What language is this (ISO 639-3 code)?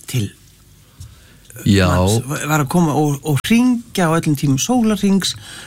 isl